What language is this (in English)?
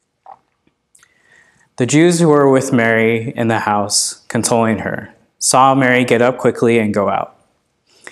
English